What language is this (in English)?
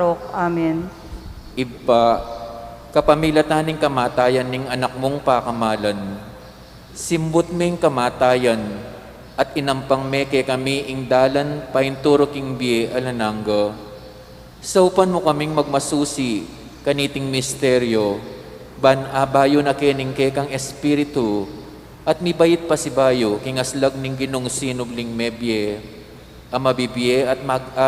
Pampanga